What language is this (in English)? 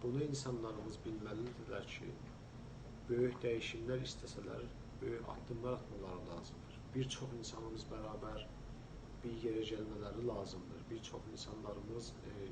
South Azerbaijani